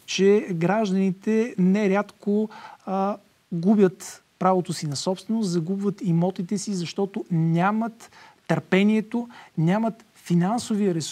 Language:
Bulgarian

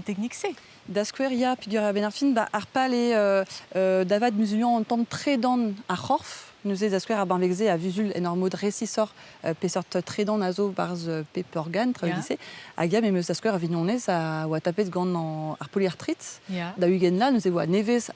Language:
Breton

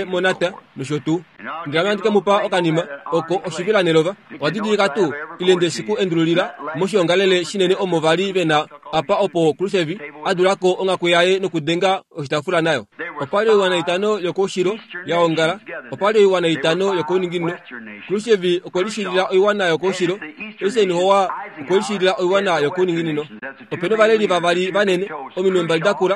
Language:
Kuanyama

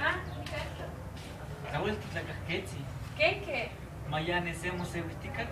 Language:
Eastern Huasteca Nahuatl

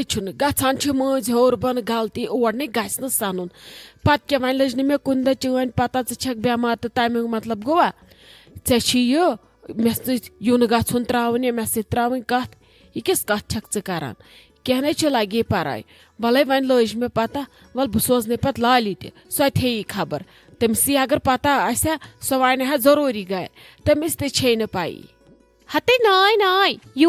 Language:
Kashmiri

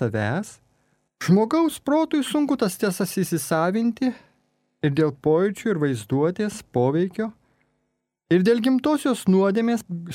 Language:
Lithuanian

